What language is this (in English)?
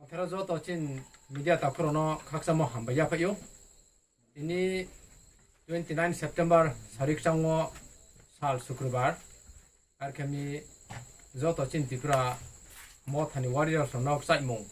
Riang (India)